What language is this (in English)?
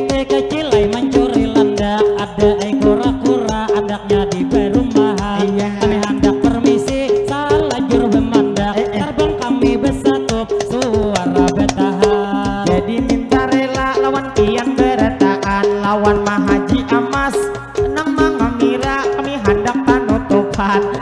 Banjar